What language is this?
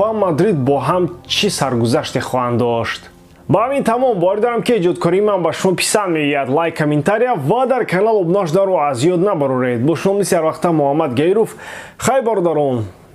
Tajik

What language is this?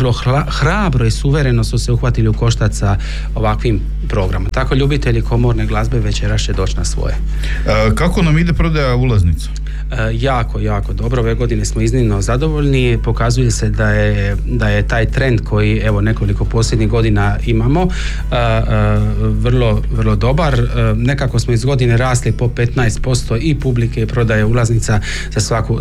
Croatian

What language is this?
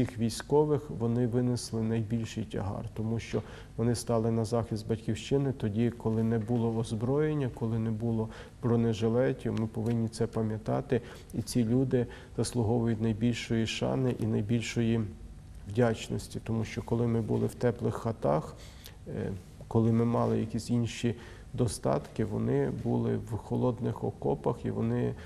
Ukrainian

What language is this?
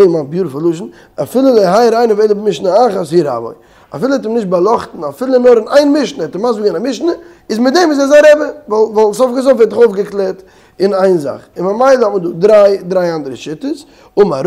Yiddish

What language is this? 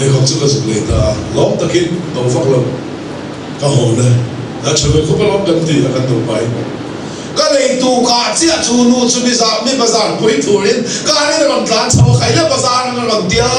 Mizo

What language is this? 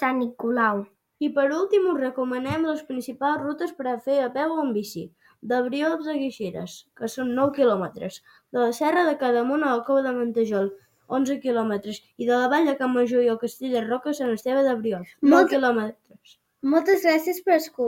Catalan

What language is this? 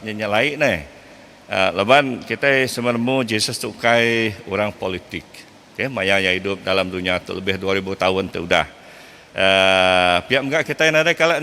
Iban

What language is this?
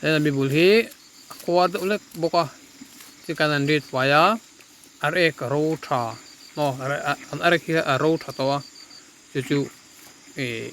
Mizo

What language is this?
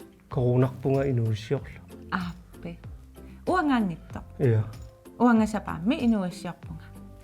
Kalaallisut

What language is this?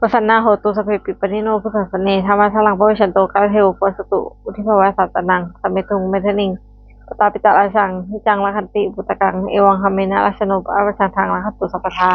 Pali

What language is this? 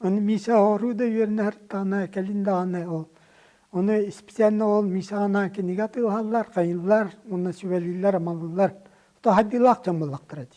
Yakut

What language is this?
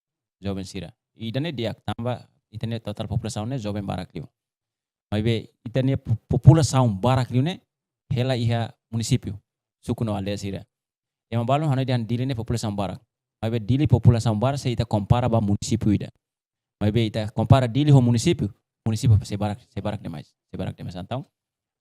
Tetum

